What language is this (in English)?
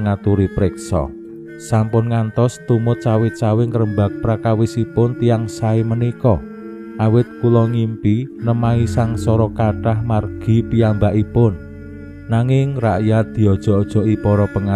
Javanese